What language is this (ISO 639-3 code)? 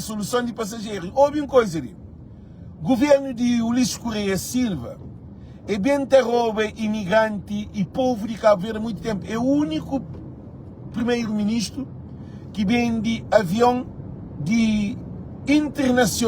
kea